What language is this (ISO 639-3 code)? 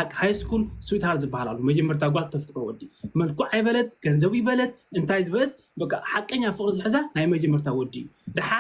tir